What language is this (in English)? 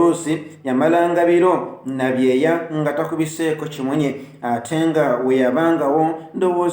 Ganda